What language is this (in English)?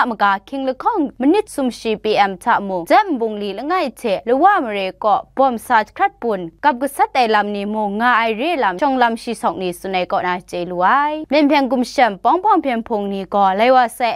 Kachin